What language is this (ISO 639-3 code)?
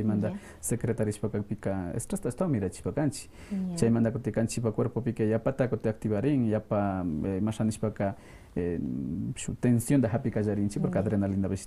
que